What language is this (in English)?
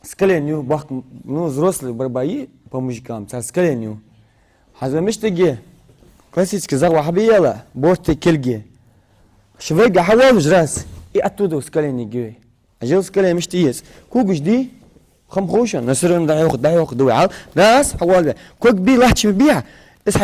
Ingush